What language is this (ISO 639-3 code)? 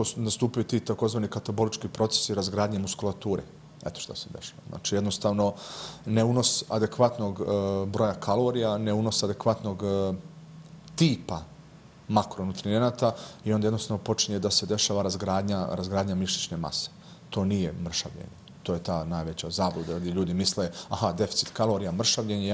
bos